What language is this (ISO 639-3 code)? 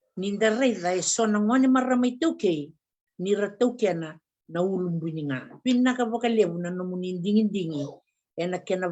fij